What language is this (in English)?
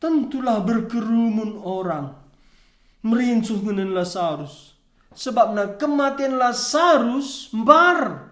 Batak Karo